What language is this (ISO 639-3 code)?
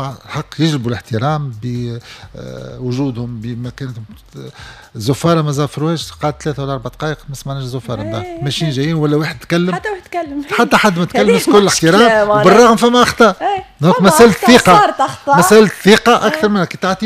aeb